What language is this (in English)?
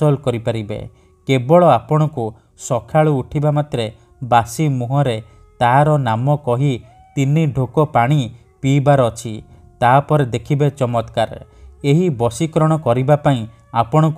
Odia